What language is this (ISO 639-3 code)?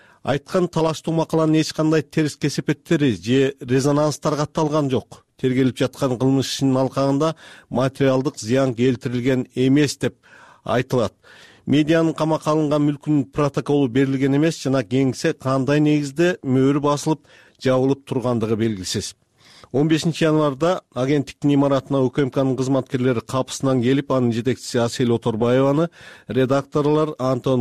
kir